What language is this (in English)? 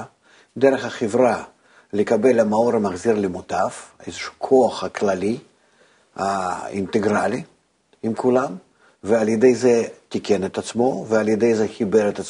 Hebrew